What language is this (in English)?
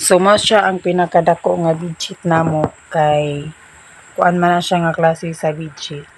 Cebuano